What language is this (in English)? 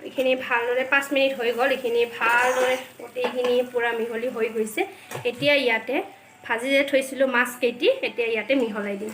Assamese